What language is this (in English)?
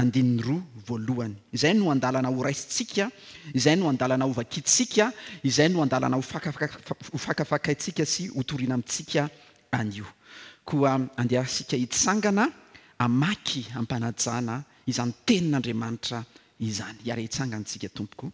Malagasy